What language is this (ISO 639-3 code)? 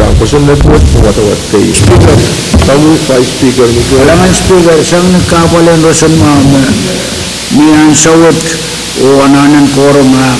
pon